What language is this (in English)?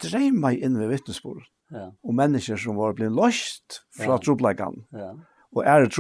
Faroese